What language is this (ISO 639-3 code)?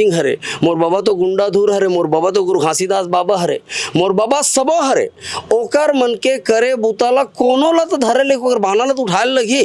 hne